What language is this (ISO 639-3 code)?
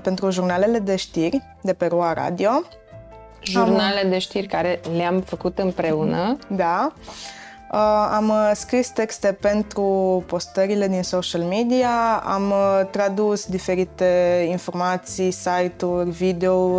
ron